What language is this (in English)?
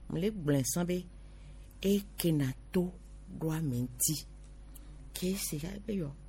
Gen